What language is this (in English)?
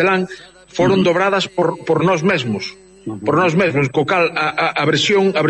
Galician